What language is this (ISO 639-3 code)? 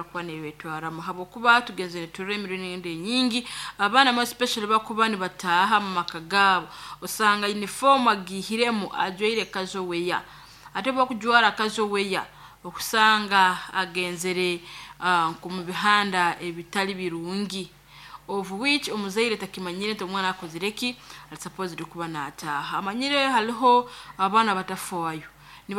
nyo